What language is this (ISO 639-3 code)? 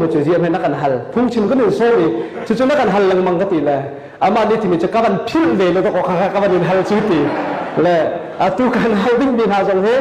cnh